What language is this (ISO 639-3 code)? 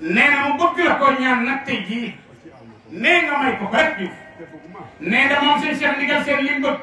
wol